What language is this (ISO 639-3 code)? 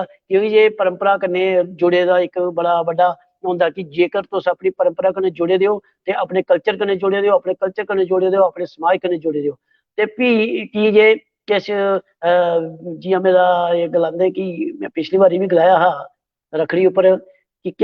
doi